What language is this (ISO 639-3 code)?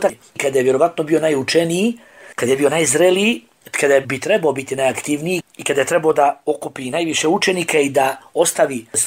bos